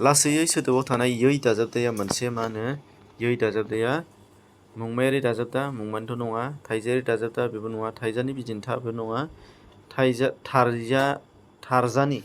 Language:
Bodo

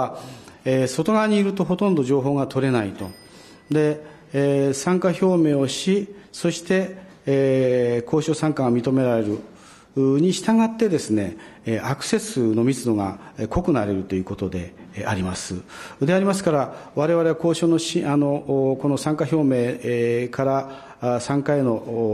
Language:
Japanese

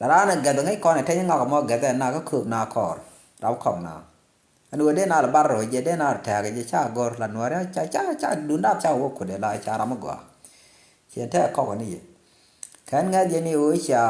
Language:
Nuer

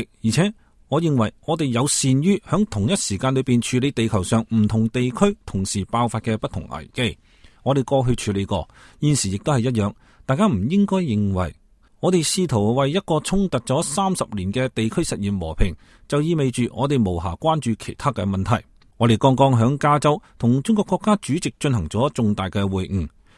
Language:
Cantonese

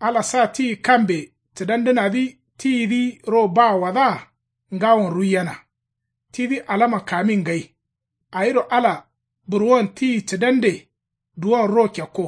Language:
Kanuri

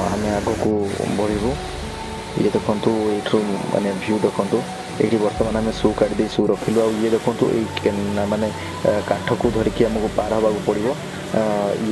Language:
Odia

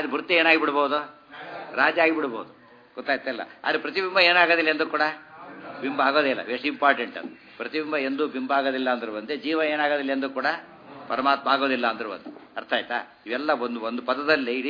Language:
Kannada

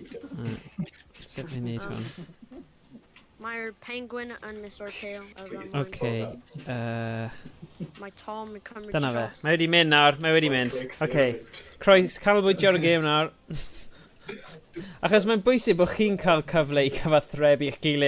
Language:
Welsh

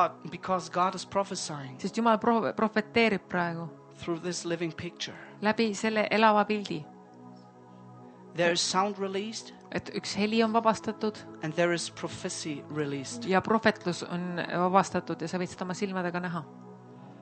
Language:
Estonian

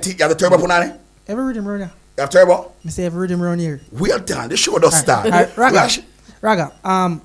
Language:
Jamaican Creole English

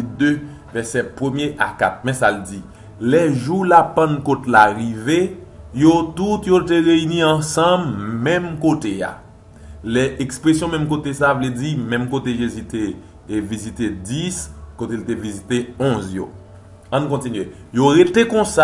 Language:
Haitian Creole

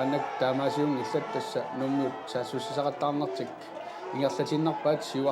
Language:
Kalaallisut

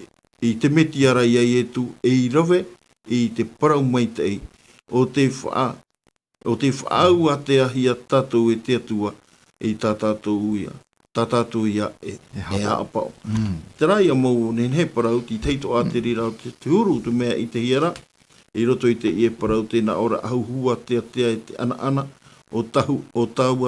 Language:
Tahitian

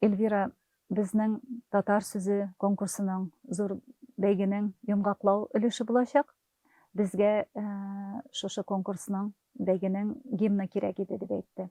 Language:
Tatar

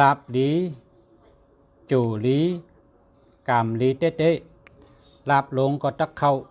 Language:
Shan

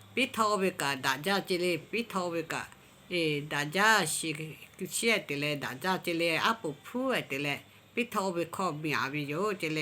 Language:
Lahu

